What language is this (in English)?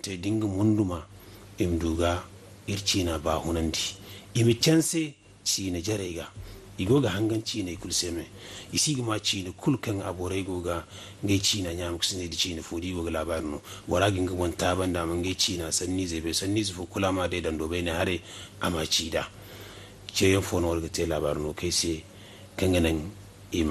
Zarma